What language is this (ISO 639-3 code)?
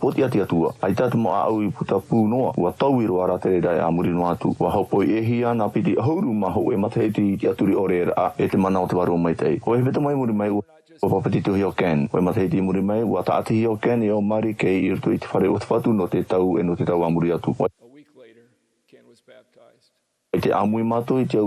tah